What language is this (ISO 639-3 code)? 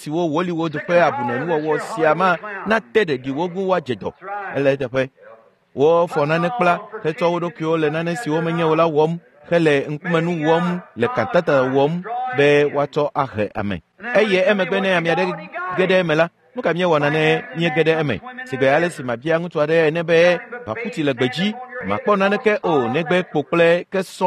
ewe